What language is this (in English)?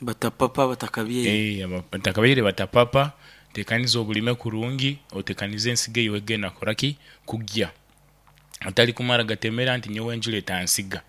Nyoro